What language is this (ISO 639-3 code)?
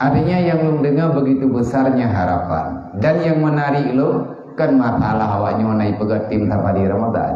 ace